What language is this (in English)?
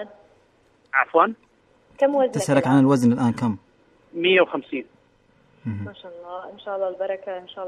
Najdi Arabic